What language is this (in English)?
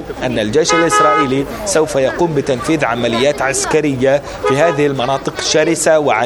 Arabic